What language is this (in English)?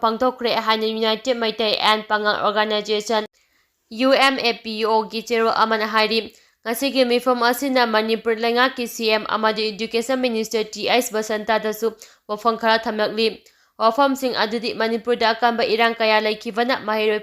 Manipuri